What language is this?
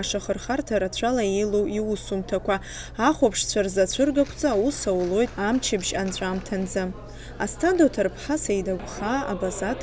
Abkhazian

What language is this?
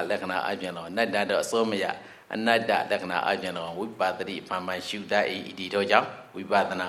Burmese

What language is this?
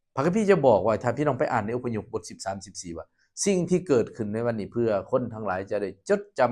Lao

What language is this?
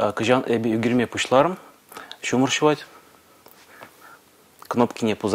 Chuvash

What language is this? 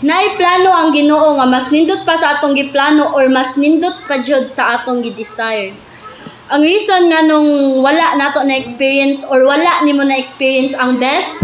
Cebuano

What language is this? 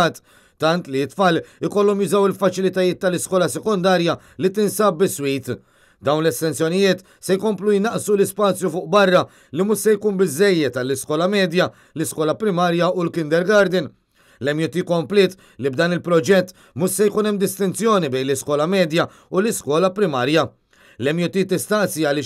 Maltese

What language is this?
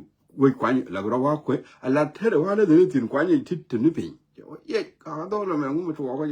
Nuer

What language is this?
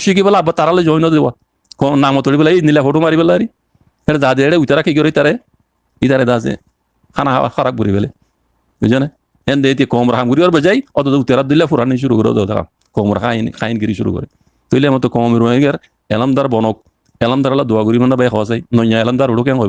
Rohingya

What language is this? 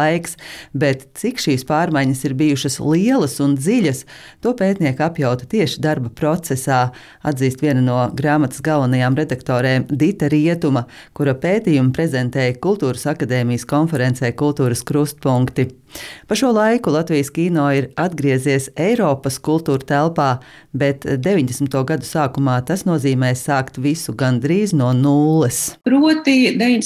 Latvian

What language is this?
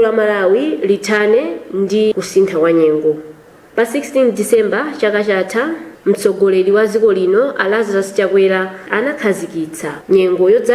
Nyanja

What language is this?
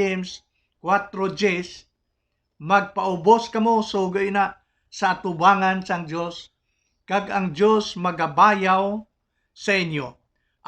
Hiligaynon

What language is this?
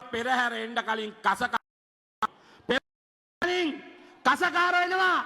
Sinhala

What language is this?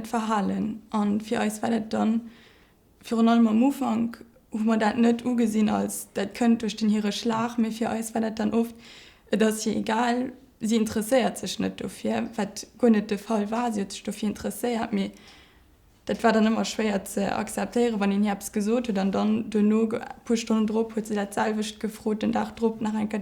Luxembourgish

